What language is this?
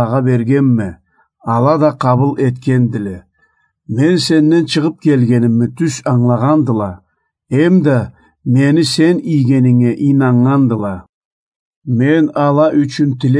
Karachay-Balkar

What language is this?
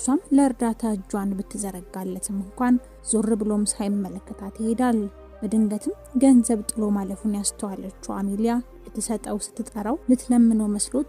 Amharic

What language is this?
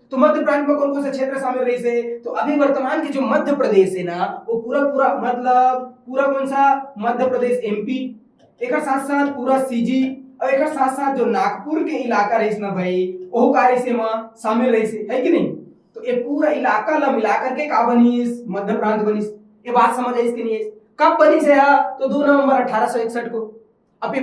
Chhattisgarhi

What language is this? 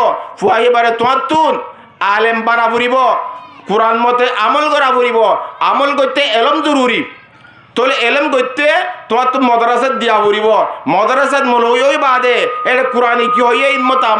Rohingya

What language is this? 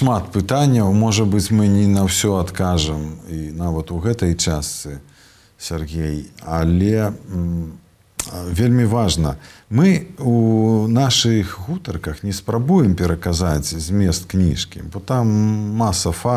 Belarusian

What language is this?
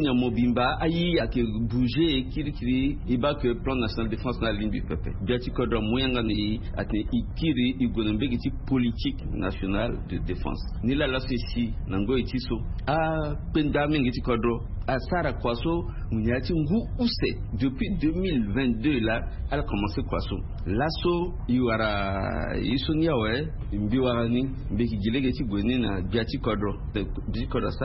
Sango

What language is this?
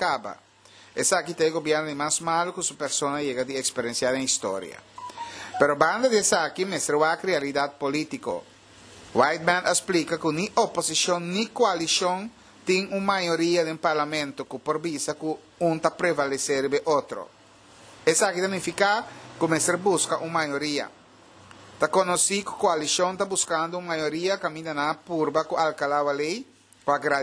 Papiamento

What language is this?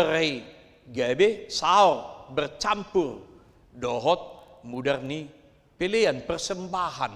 Batak Toba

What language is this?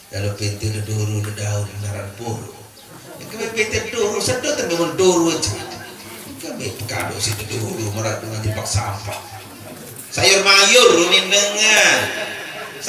Sasak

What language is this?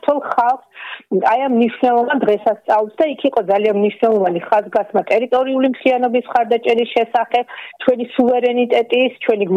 Georgian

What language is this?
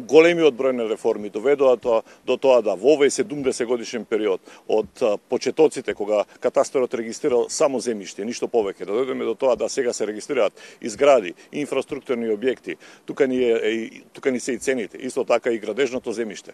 Macedonian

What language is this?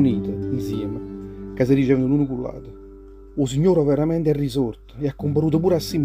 Neapolitan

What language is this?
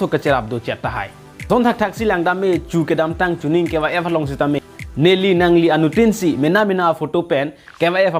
Karbi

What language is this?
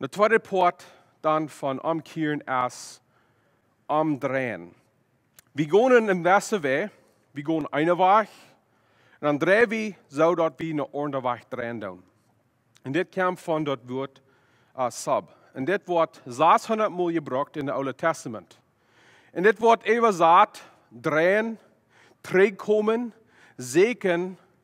Plautdietsch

